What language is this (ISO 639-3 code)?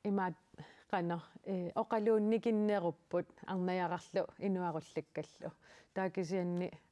kal